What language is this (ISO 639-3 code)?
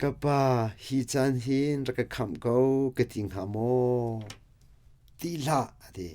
cnh